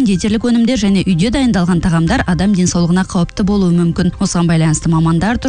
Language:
Kazakh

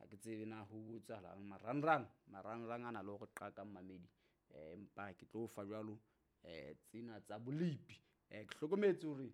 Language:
Southern Sotho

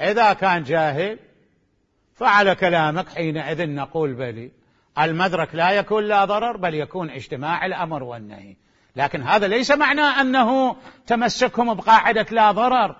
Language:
Mesopotamian Arabic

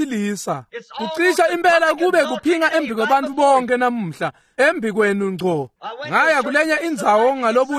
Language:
Swati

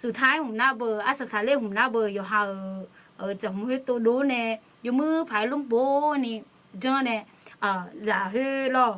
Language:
Akha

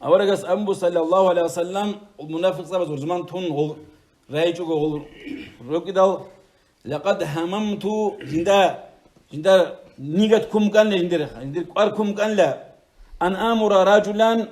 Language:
Avaric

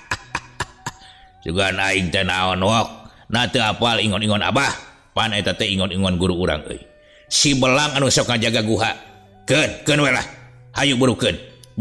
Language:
Sundanese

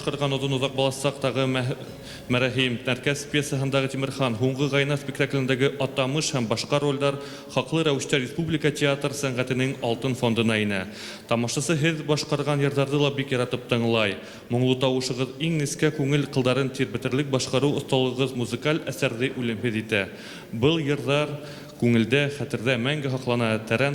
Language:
Bashkir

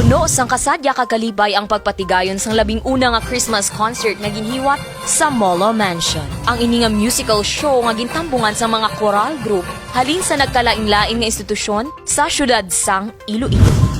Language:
Hiligaynon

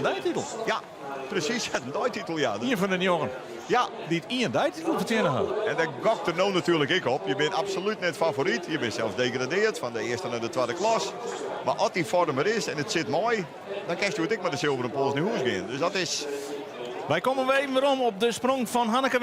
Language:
Western Frisian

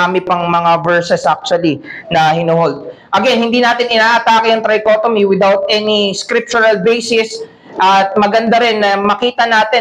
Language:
Filipino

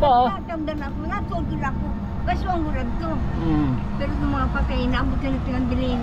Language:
Waray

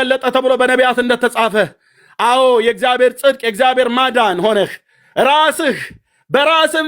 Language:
Amharic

